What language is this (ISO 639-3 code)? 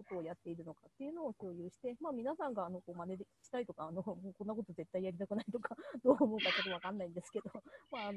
jpn